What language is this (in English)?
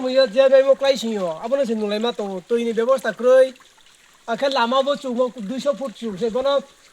Riang (India)